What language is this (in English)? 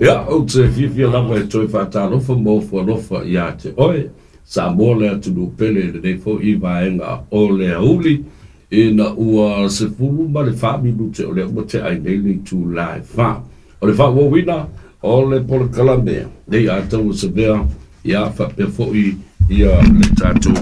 Samoan